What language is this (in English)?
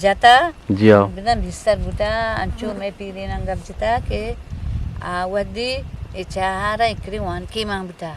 Eastern Balochi